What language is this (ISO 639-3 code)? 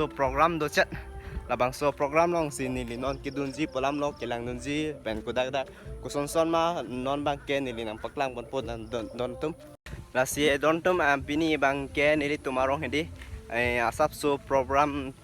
mjw